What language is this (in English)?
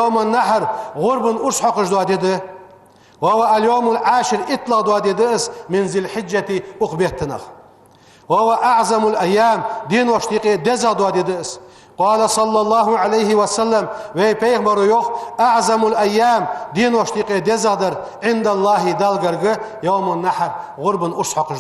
Ingush